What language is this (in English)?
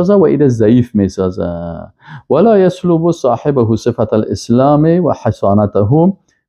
Persian